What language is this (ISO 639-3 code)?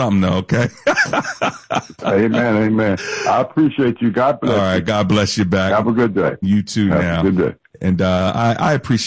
eng